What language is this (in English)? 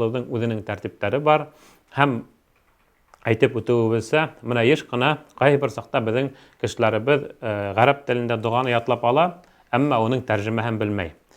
Bashkir